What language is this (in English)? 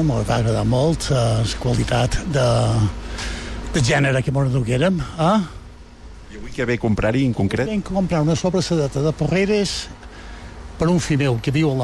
Catalan